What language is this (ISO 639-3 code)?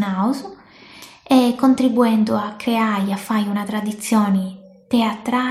srd